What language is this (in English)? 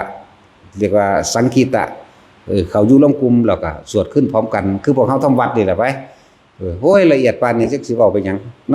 Northeastern Thai